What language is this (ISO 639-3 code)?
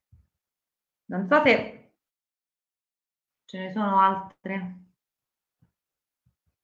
ita